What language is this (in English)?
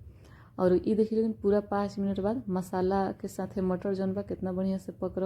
Bhojpuri